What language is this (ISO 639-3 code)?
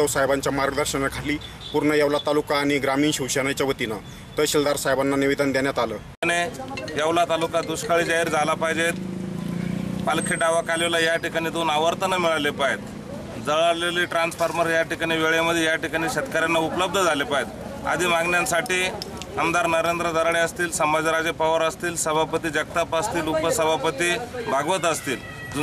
mar